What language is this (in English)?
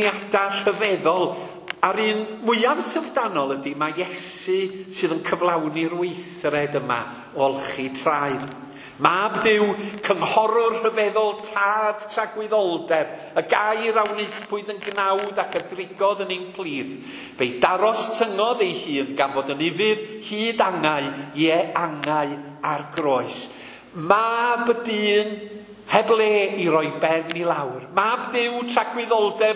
Welsh